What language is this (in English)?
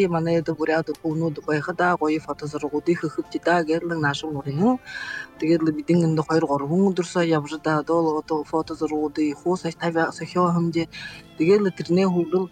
Buriat